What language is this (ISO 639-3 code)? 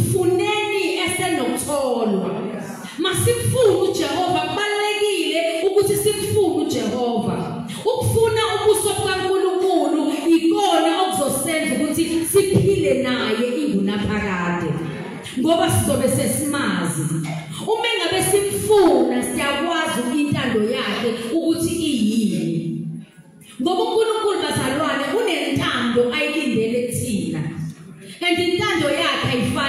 zul